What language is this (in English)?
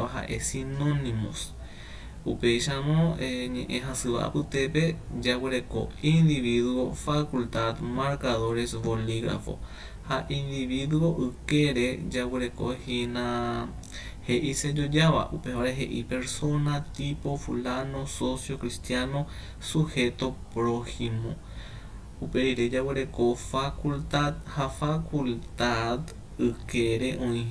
Guarani